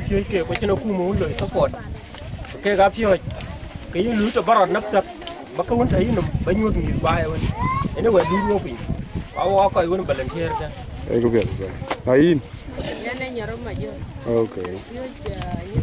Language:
Dinka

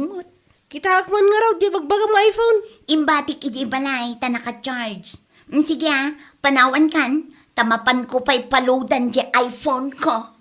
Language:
Iloko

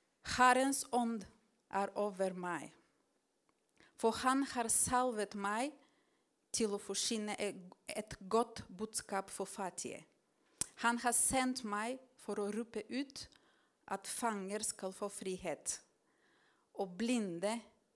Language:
Norwegian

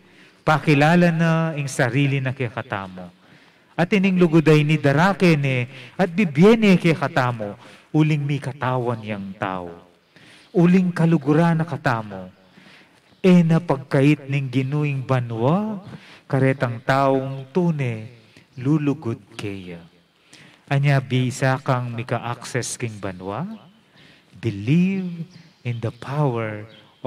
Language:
Pampanga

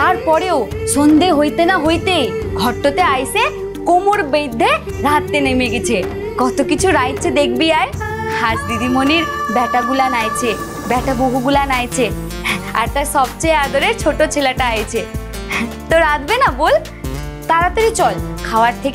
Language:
Bangla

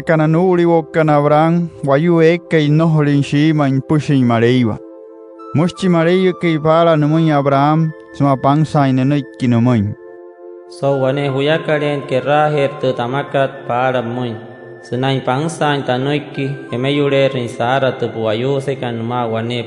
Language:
Wayuu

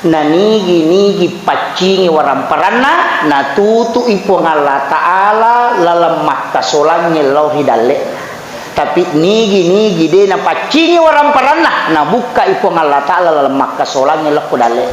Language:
Buginese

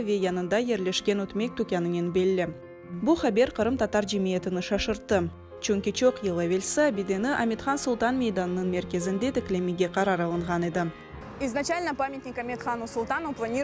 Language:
Crimean Tatar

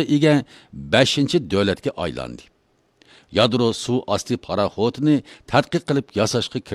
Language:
Uyghur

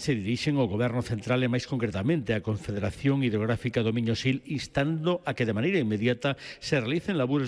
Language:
Galician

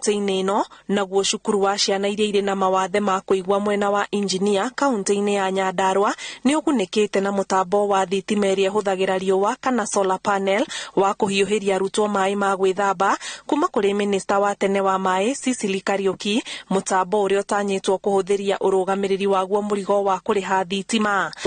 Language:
Kikuyu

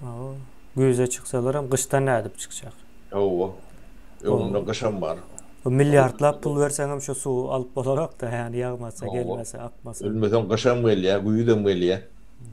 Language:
Turkmen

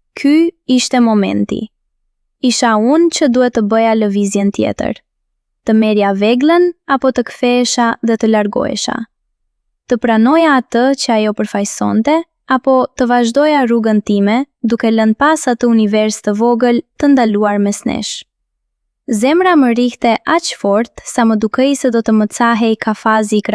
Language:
Albanian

